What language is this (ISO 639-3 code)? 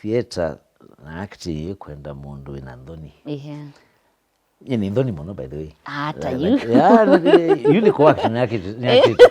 kam